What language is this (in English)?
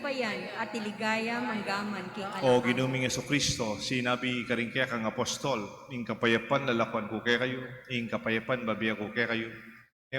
Pampanga